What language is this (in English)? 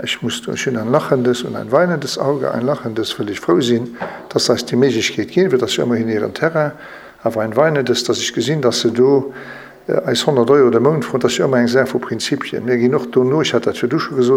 Luxembourgish